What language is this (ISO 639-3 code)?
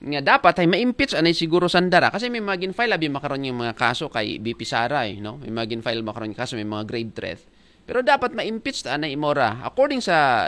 akl